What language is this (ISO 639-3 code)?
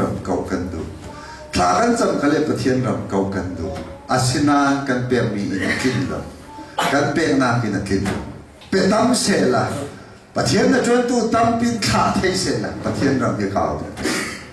cfm